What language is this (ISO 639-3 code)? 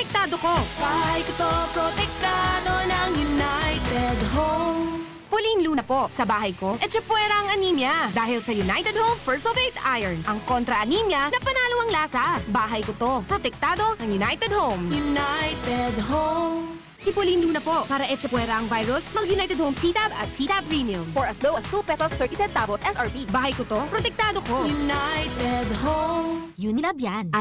bik